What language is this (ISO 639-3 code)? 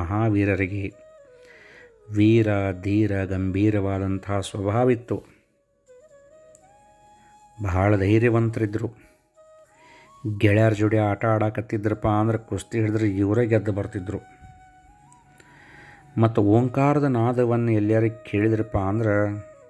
kan